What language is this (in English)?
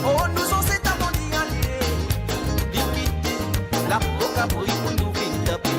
Morisyen